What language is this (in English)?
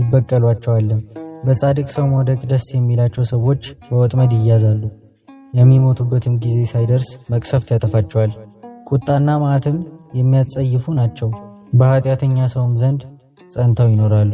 Amharic